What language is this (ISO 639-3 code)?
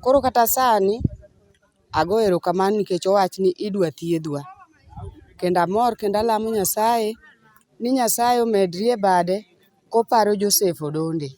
luo